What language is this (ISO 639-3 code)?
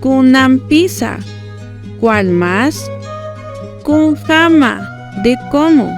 aym